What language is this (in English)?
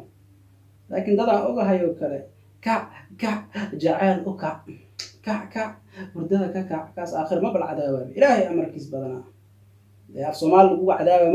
Somali